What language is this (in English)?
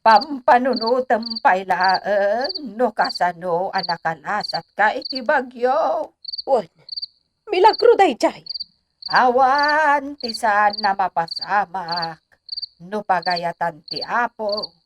Iloko